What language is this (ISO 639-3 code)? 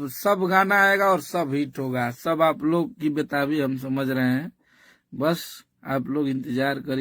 bho